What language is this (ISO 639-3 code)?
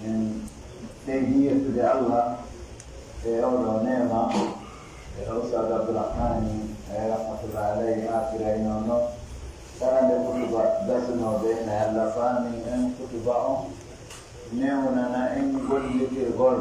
fuf